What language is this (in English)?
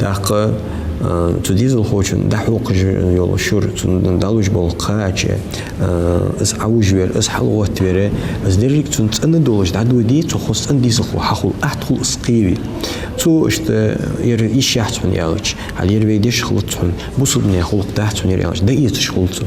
Ingush